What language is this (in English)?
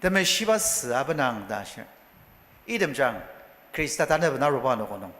Ao Naga